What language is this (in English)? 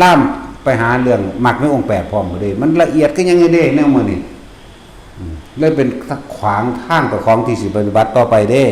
Northeastern Thai